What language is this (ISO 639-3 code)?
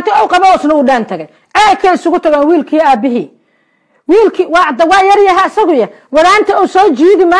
som